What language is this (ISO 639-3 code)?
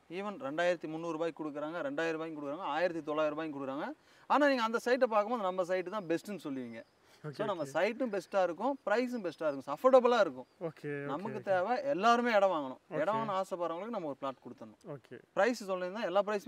tam